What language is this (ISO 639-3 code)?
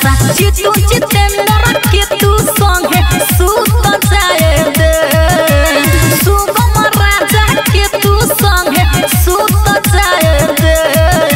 bho